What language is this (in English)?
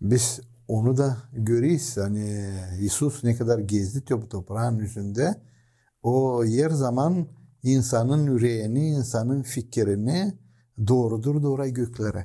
Gagauz